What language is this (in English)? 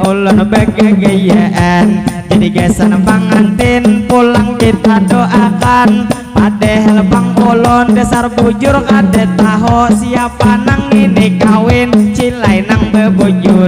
Banjar